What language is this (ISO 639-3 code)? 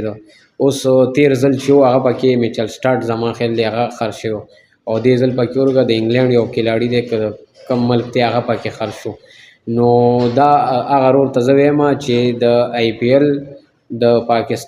pus